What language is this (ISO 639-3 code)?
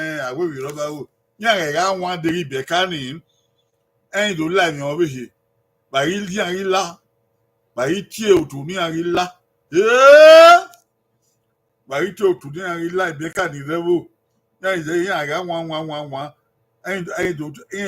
bin